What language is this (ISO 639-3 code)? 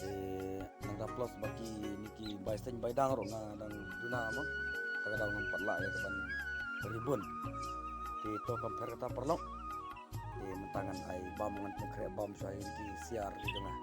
kha